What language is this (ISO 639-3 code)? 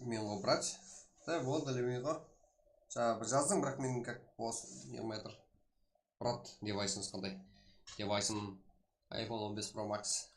kaa